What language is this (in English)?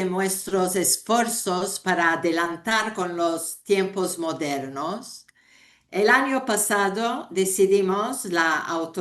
Ladino